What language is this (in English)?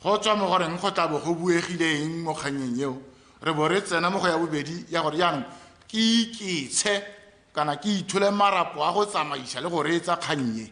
Tswana